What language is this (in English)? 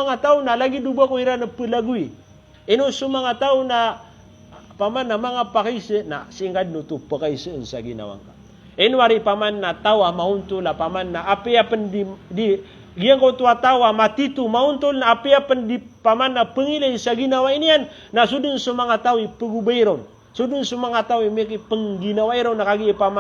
Maranao